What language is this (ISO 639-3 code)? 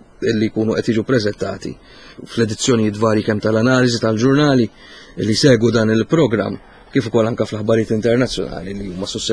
mlt